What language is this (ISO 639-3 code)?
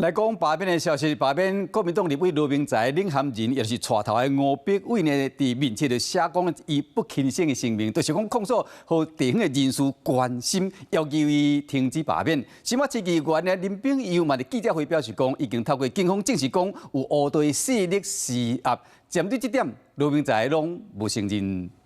nan